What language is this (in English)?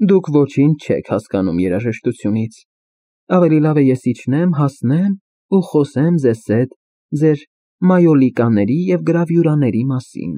Armenian